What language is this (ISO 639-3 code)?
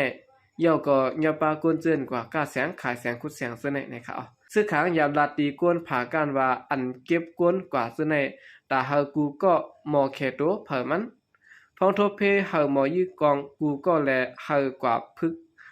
shn